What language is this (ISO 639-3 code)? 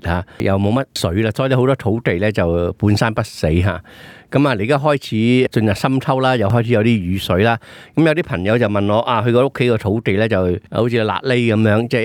yue